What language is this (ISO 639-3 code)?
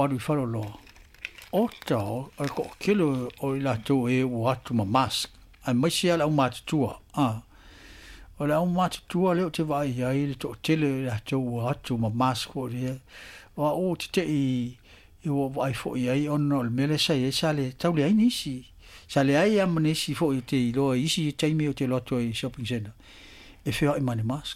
smo